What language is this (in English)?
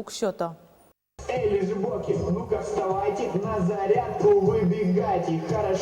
Udmurt